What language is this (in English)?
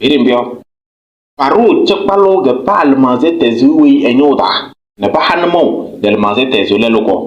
Kabiyè